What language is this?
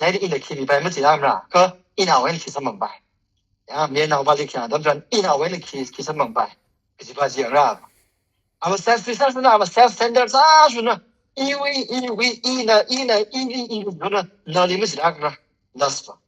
Tangkhul Naga (India)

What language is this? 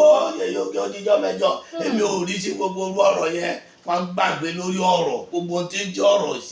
Yoruba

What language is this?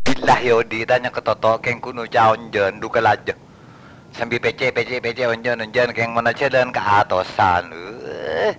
Madurese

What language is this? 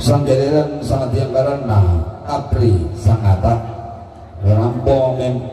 Toraja-Sa'dan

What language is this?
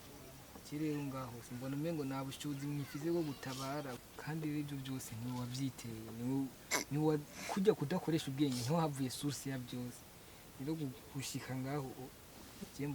Rundi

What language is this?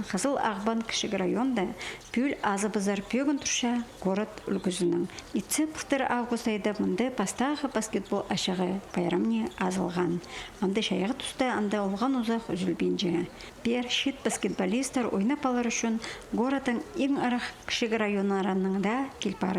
Khakas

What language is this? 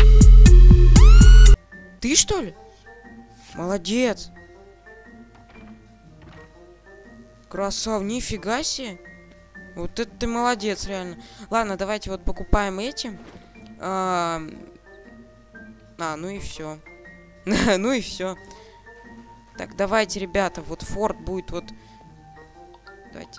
Russian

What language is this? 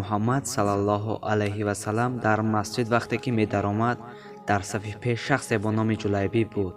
Tajik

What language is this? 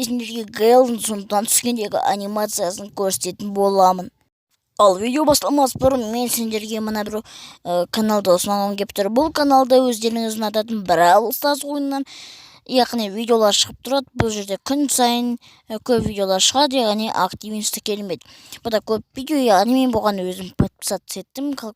Kazakh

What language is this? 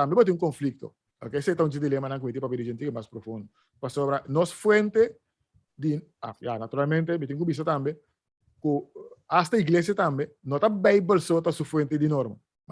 Papiamento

